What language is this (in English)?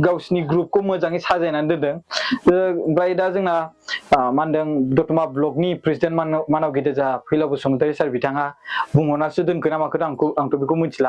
Bodo